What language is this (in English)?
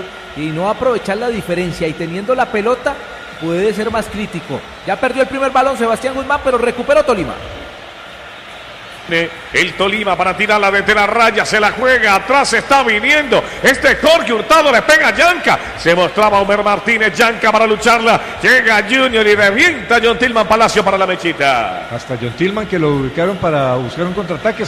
Spanish